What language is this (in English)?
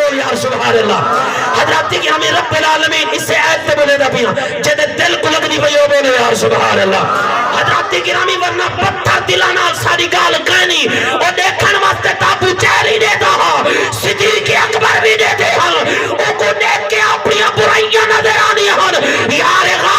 Saraiki